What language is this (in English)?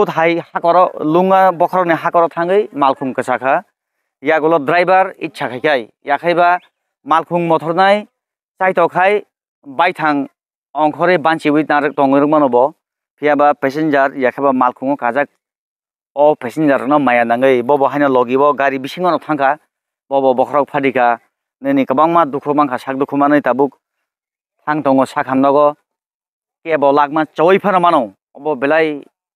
Kok Borok